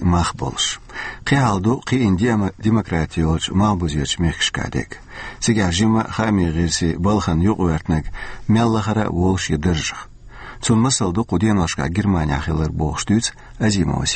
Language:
Chechen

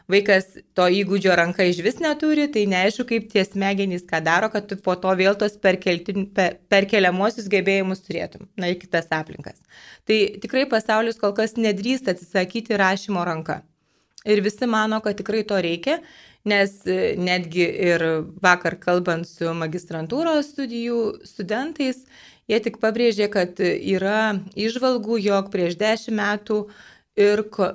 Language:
Lithuanian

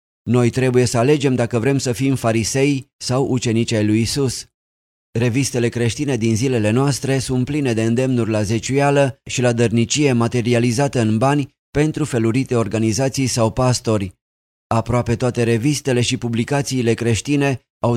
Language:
Romanian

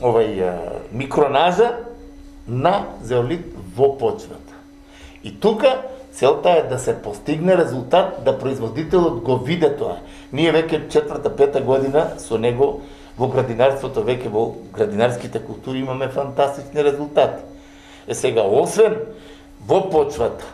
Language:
Macedonian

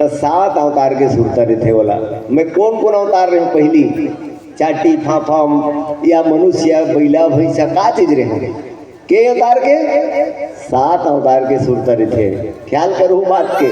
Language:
Chhattisgarhi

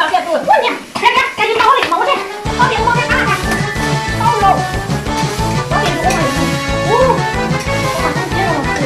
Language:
Vietnamese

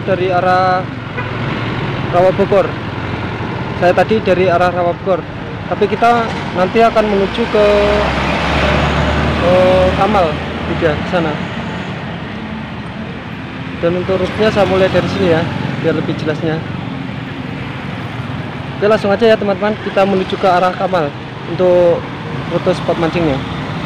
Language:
Indonesian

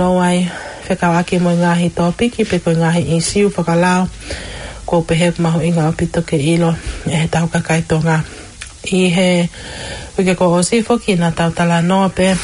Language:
Tongan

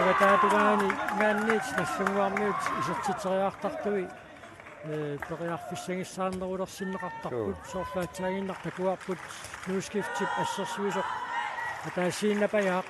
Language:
Kalaallisut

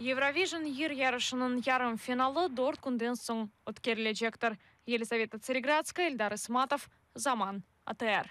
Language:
Crimean Tatar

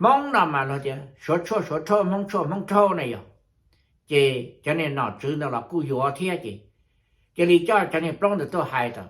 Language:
Hmong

